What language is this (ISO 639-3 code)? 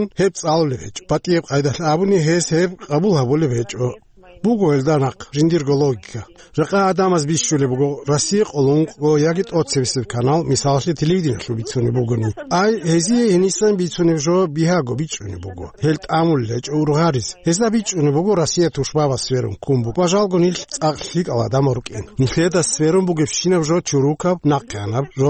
ava